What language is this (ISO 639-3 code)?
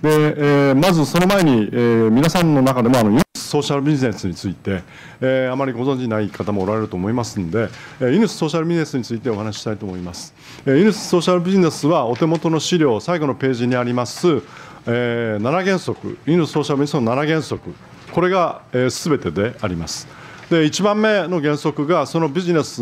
jpn